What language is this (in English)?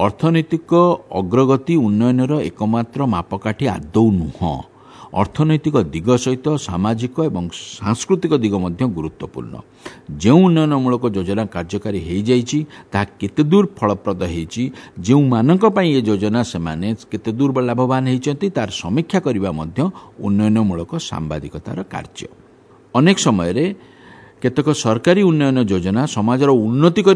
Odia